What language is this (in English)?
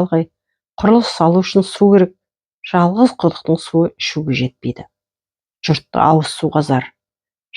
Kazakh